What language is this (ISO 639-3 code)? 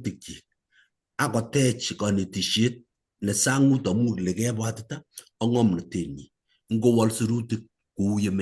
kln